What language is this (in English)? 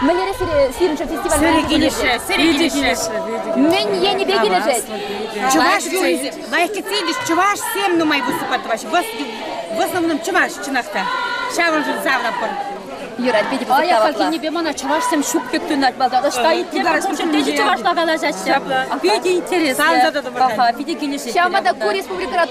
Chuvash